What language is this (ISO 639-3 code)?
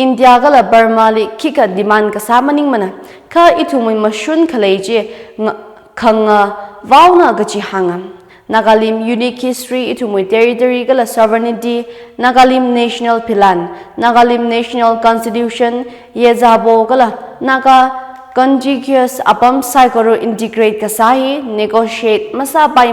nmf